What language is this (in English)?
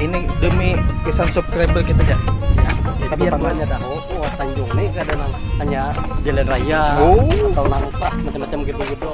Banjar